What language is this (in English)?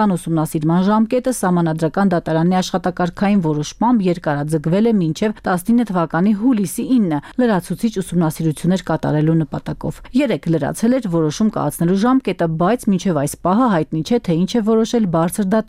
Armenian